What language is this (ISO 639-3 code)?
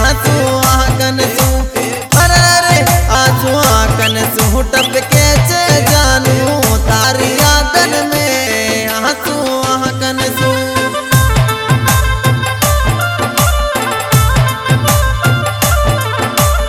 bho